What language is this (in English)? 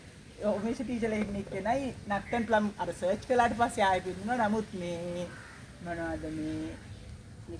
Sinhala